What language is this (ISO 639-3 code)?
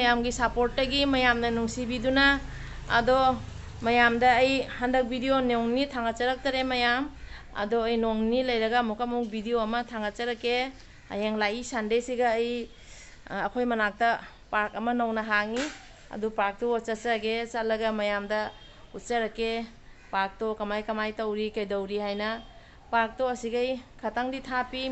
mni